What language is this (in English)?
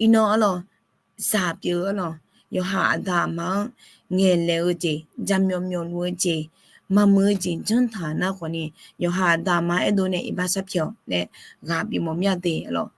Akha